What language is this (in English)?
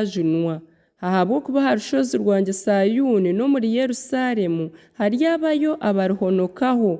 Nyankole